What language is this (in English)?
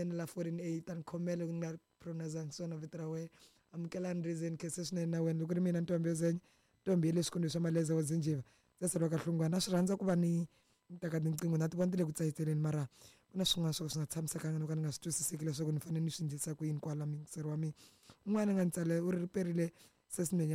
Tsonga